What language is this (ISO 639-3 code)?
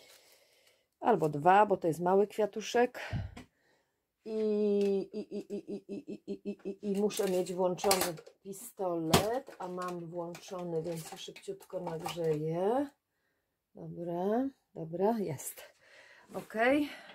pol